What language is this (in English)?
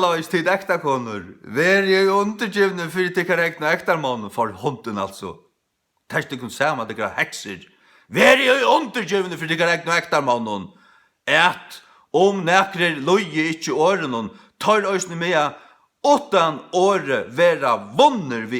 Faroese